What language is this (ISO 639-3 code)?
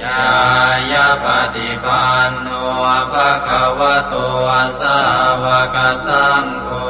pli